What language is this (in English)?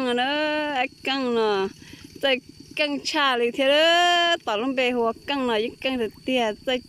Hmong